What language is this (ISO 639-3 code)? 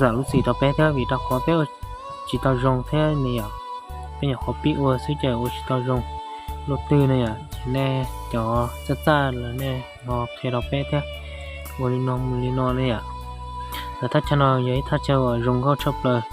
hmn